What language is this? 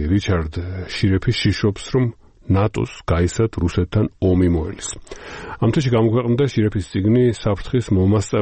Georgian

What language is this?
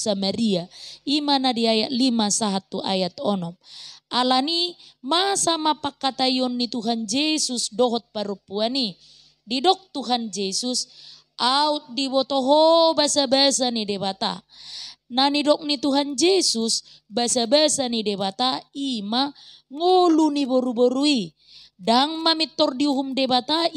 Batak Toba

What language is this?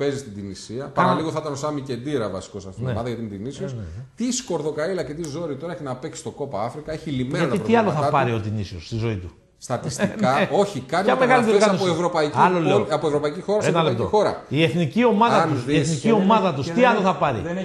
Greek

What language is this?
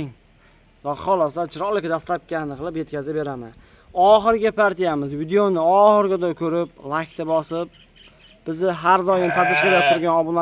Uzbek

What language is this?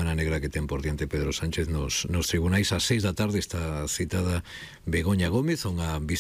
Galician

